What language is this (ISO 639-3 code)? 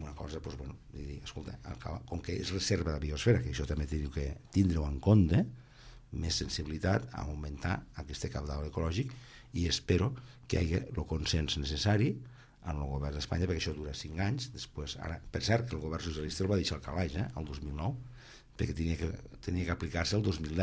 cat